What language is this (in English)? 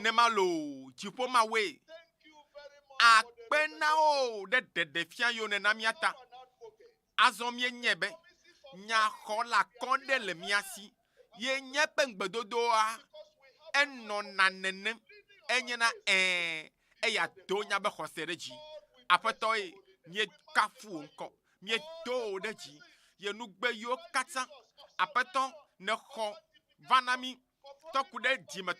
Ewe